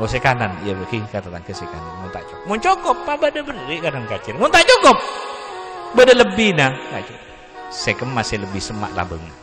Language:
Madurese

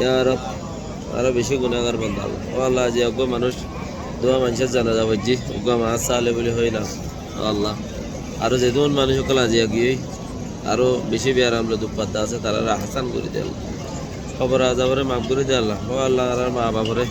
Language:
Rohingya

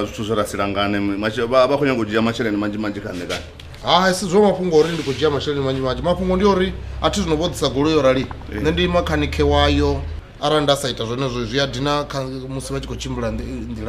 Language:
Venda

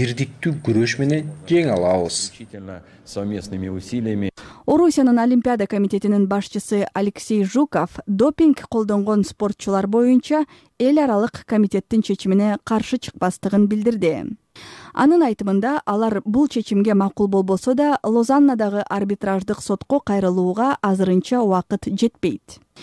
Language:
Kyrgyz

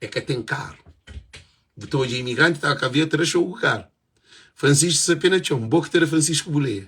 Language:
Kabuverdianu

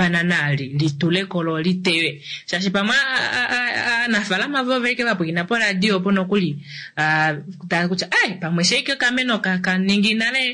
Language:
Kuanyama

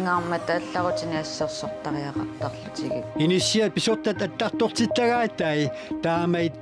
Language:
Kalaallisut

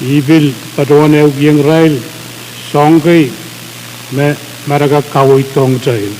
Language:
Pohnpeian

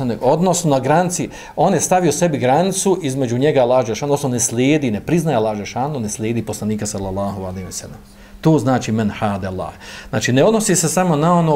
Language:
Bosnian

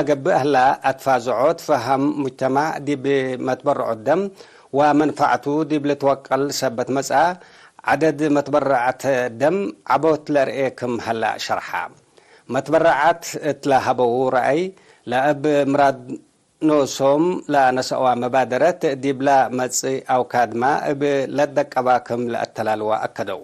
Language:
Tigre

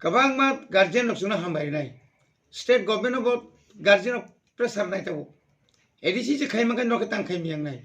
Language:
Kok Borok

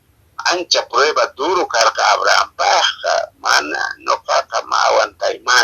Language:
Quechua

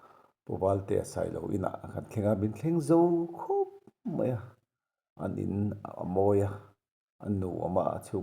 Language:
Mizo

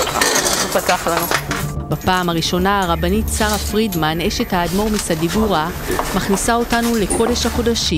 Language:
Hebrew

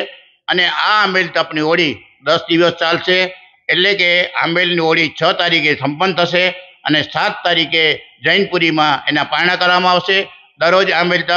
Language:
Gujarati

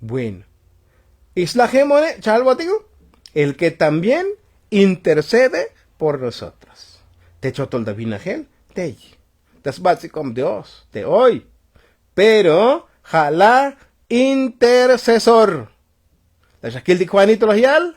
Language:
Tzotzil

